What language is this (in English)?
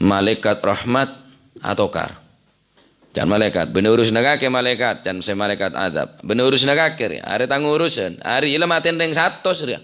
Madurese